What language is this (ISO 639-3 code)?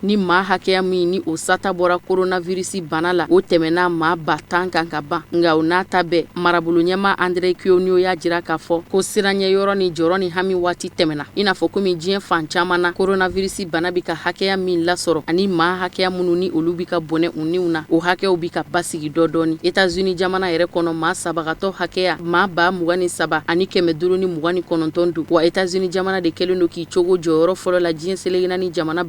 bam